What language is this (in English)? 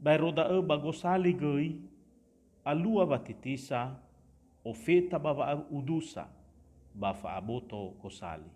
Nias